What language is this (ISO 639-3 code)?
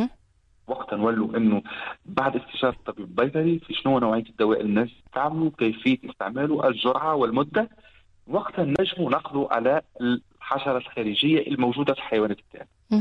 aeb